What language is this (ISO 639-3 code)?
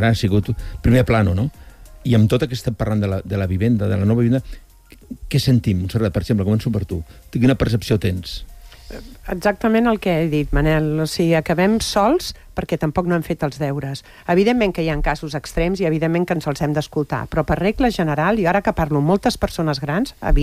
cat